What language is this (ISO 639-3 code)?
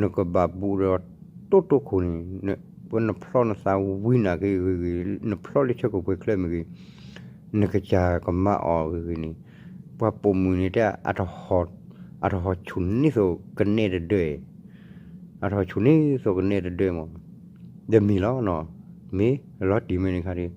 ksw